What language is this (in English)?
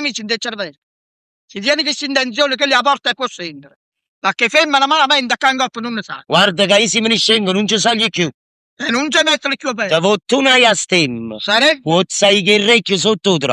Neapolitan